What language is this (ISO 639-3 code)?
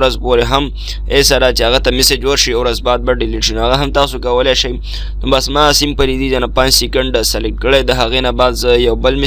pus